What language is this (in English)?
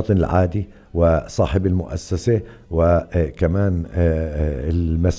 North Levantine Arabic